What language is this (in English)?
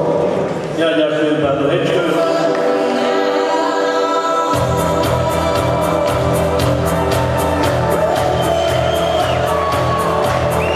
Slovak